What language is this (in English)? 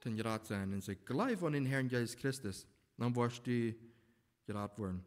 Plautdietsch